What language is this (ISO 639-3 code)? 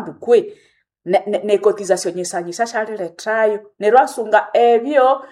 nnb